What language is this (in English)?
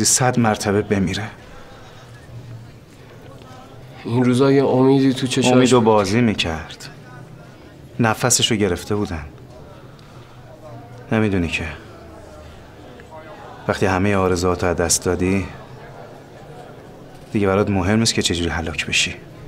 Persian